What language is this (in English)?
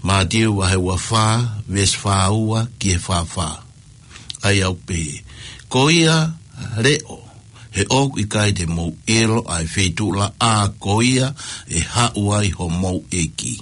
Tongan